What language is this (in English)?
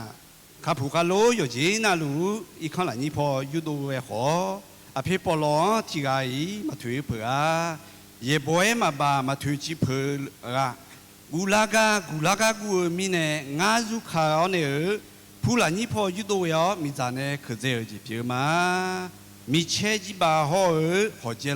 Akha